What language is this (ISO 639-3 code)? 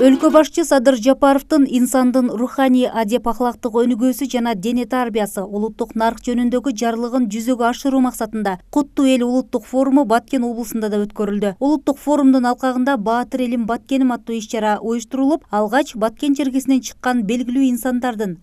kir